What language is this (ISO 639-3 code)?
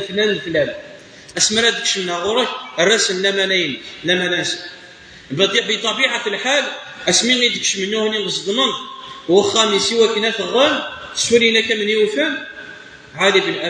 kab